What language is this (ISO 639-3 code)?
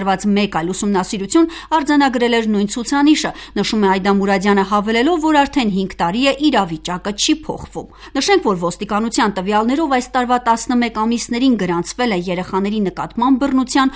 hye